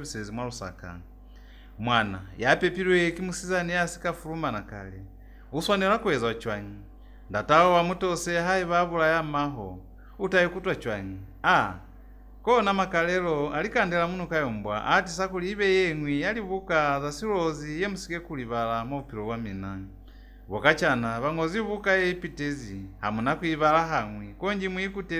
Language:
Lozi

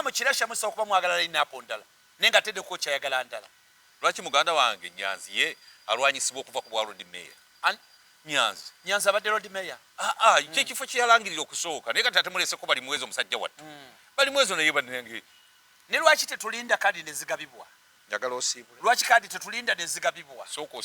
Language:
Ganda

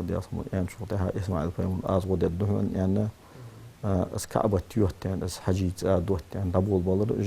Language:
Ingush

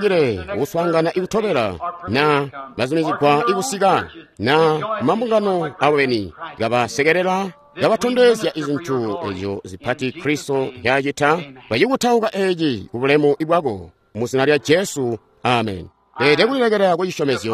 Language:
Tonga (Zambia)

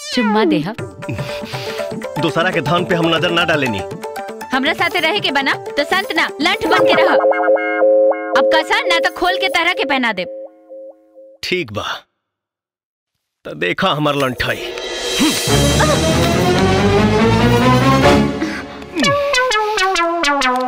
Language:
Bhojpuri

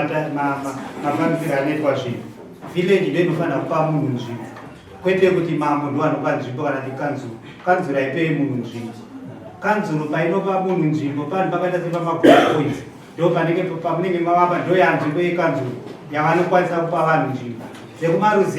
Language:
Shona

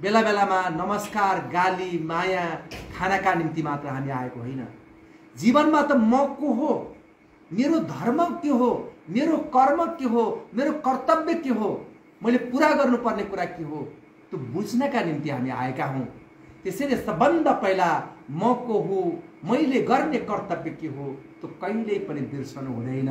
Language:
Nepali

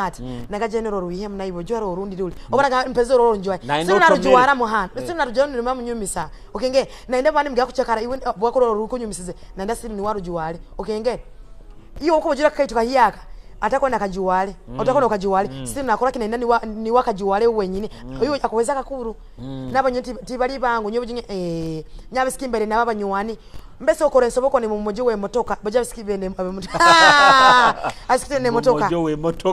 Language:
Nyoro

